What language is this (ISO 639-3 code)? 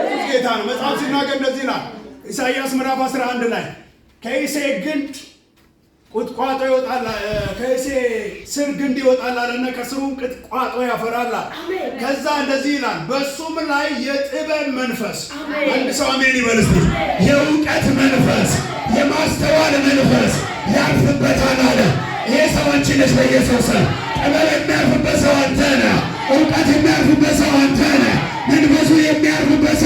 amh